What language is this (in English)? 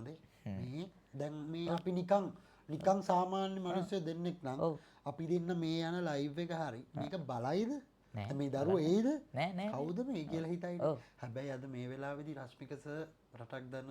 Sinhala